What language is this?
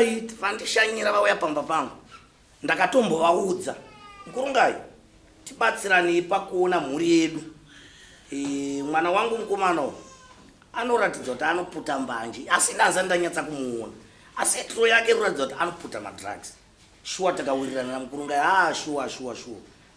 Shona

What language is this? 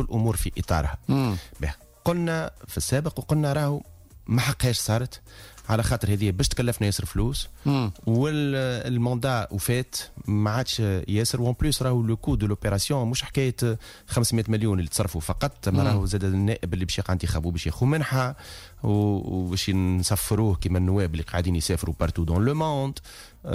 Tunisian Arabic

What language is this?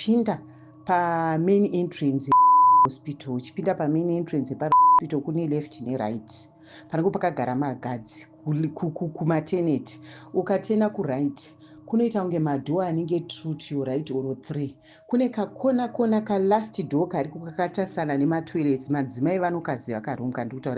Shona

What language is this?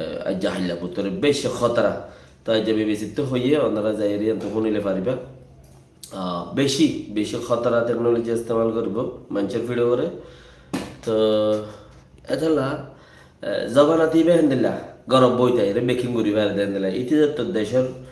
Rohingya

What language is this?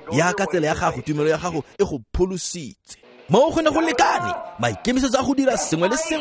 Tswana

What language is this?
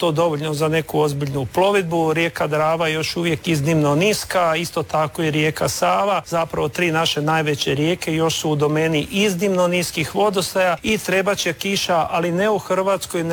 Croatian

